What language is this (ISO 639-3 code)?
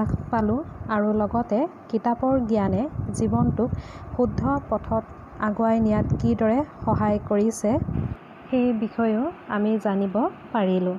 asm